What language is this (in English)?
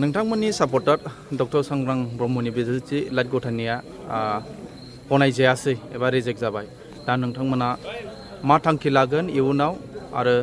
Bodo